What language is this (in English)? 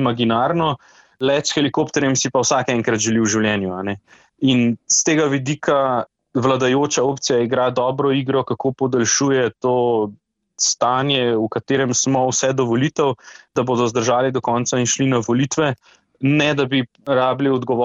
Slovenian